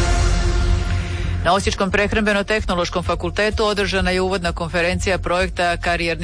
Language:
Croatian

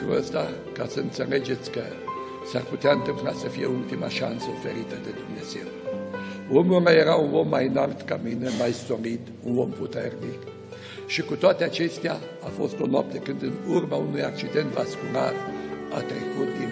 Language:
Romanian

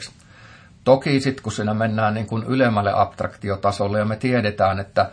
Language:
Finnish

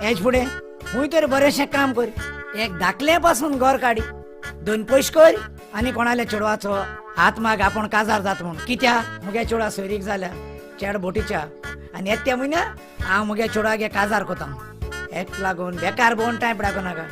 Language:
Konkani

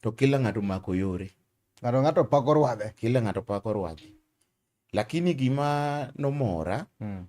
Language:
Luo (Kenya and Tanzania)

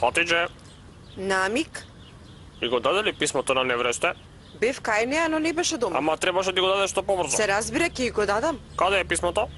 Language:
Macedonian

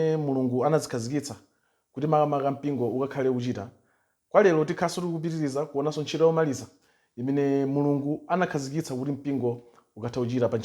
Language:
Nyanja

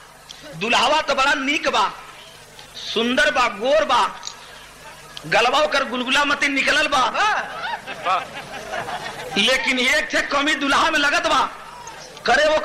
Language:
Bhojpuri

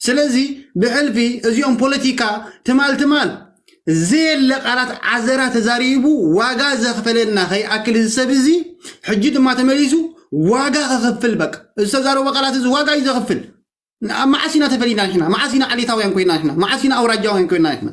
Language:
Tigrinya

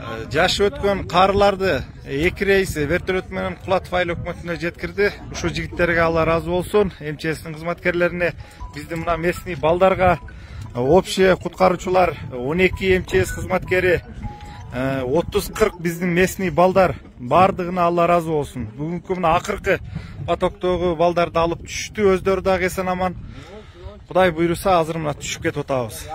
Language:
Kyrgyz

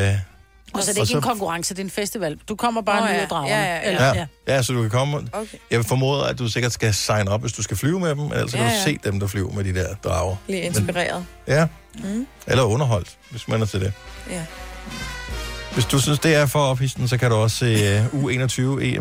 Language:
Danish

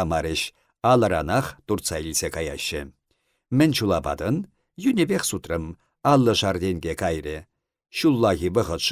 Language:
Chuvash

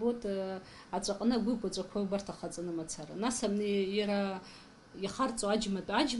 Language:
Abkhazian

